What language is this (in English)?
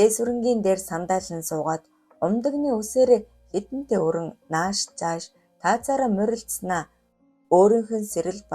Mongolian